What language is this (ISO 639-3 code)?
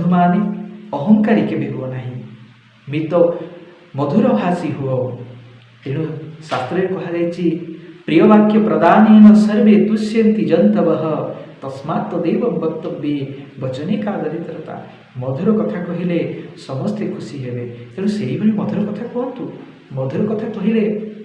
ori